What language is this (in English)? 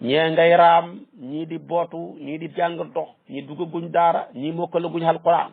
Wolof